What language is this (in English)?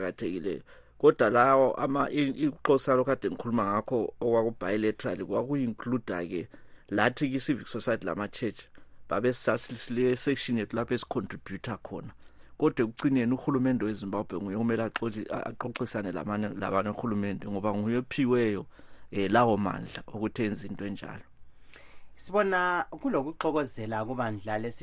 North Ndebele